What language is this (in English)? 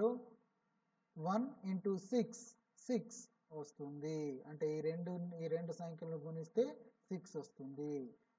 Telugu